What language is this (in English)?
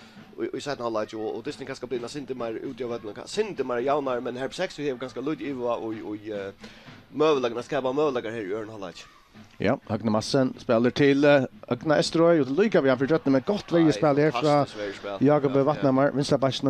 Faroese